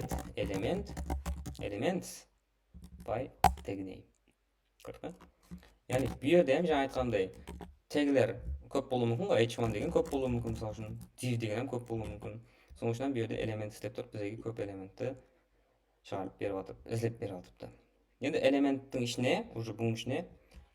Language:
Kara-Kalpak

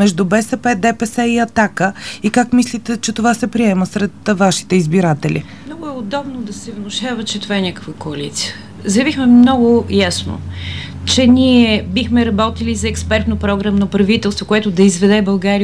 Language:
Bulgarian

